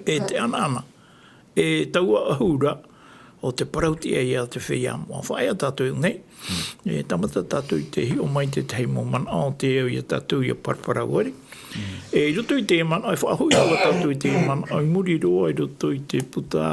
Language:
Tahitian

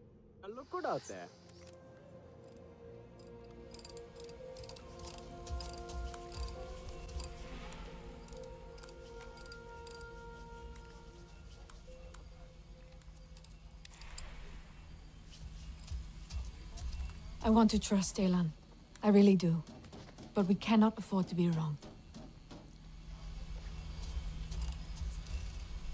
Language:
English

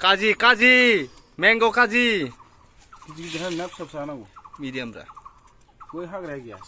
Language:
Bodo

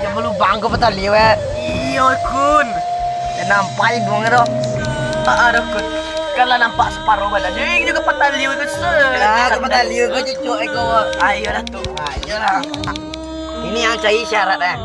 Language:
Minangkabau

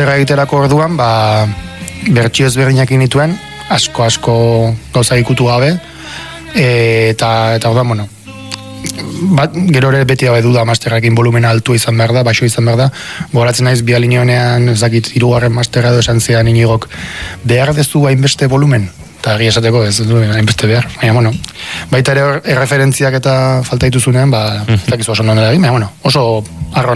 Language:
Basque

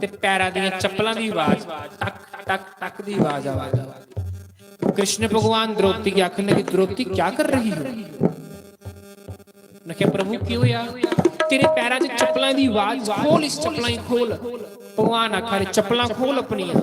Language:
Dogri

